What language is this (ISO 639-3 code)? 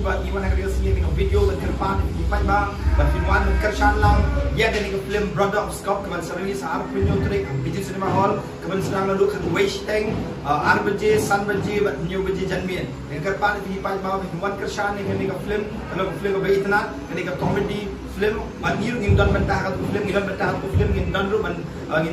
kha